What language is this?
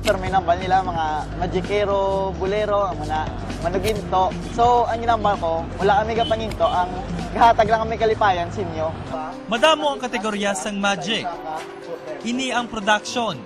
Hiligaynon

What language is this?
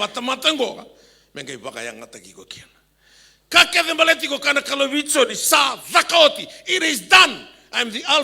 Fijian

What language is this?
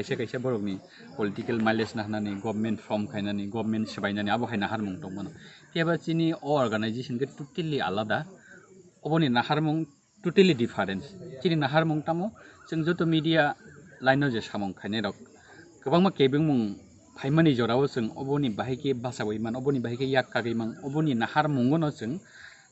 Kok Borok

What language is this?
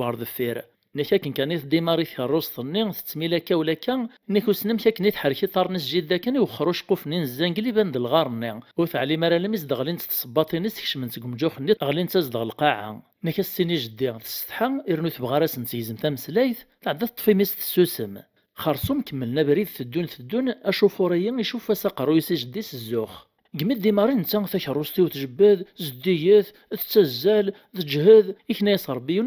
Kabyle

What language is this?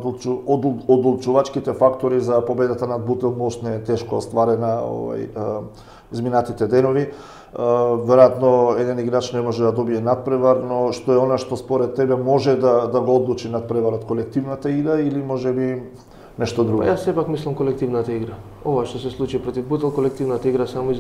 Macedonian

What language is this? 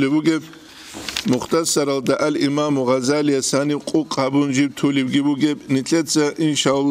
Avaric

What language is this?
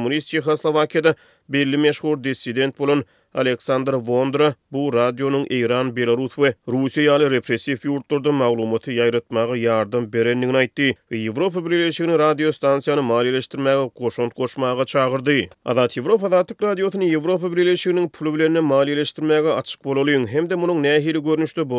Turkmen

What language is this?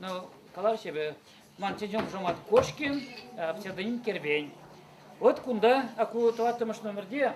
Chuvash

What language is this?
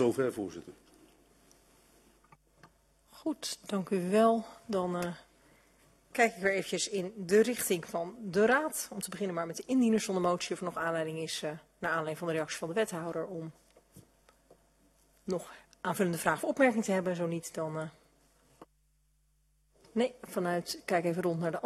Dutch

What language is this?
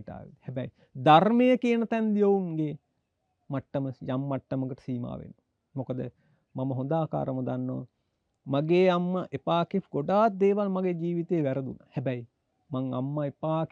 Sinhala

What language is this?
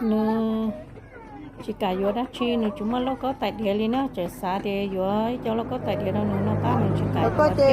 Hmong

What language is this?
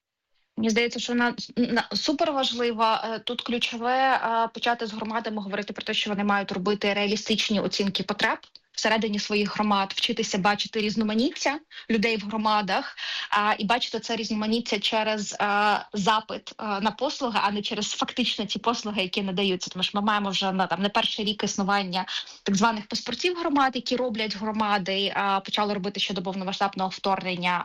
Ukrainian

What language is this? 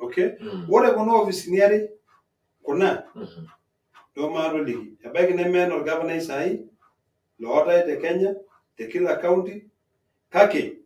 Masai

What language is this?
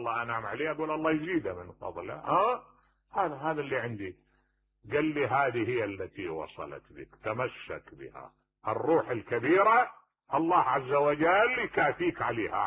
Mesopotamian Arabic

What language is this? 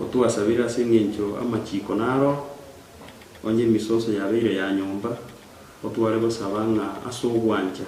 Gusii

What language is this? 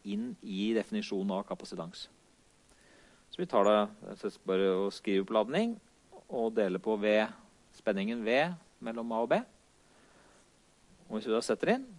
Norwegian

